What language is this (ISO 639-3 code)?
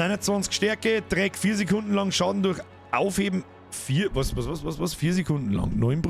bar